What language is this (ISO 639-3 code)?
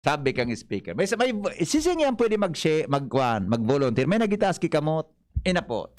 bik